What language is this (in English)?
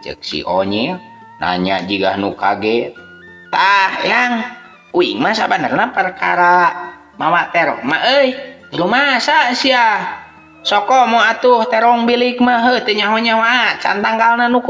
Sundanese